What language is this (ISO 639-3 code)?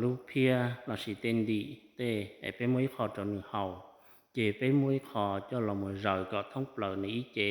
hmn